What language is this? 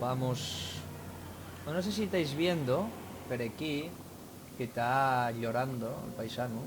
Asturian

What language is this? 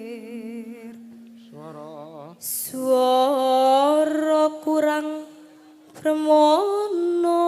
Javanese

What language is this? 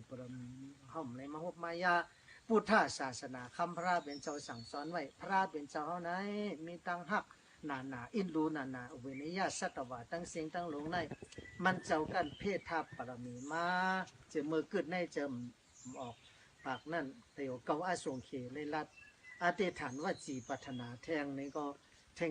Shan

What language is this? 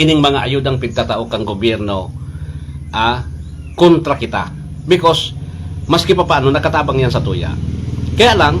Bikol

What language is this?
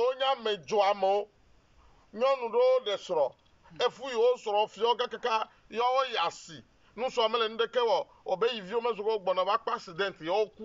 Ewe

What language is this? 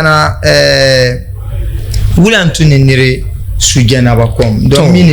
Dagbani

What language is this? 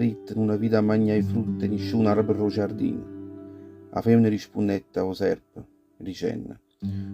Neapolitan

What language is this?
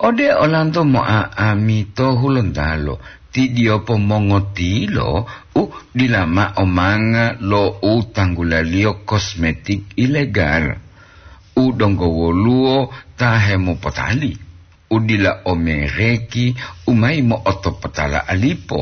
Gorontalo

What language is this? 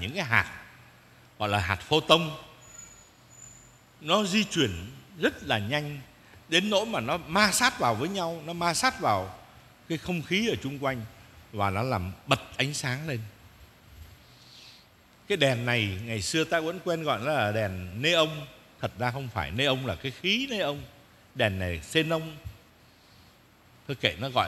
Vietnamese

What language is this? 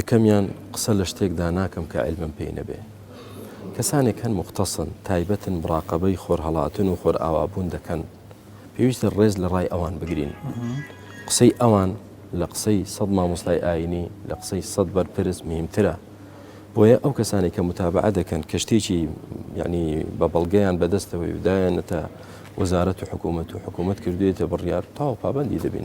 Central Kurdish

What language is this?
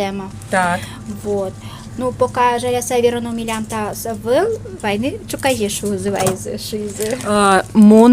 Udmurt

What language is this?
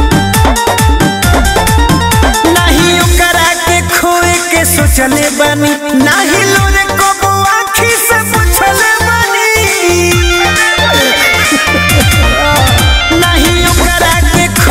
Bhojpuri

